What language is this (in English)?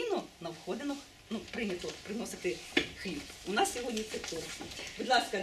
Ukrainian